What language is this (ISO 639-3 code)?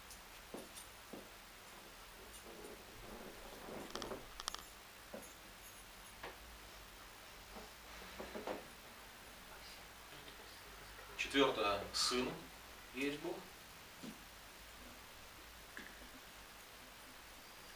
rus